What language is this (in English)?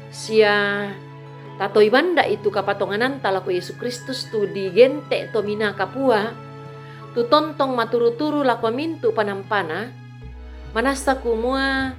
Toraja-Sa'dan